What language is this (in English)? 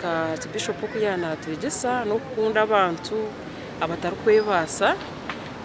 Nyankole